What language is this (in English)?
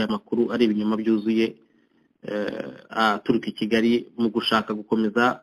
Kinyarwanda